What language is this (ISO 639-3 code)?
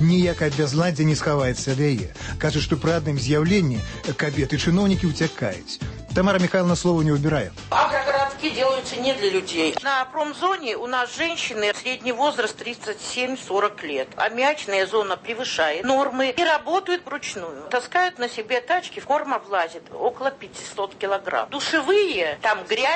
bel